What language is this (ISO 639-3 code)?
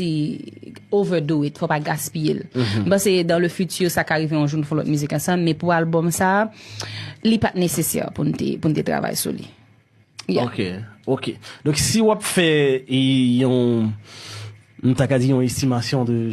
hat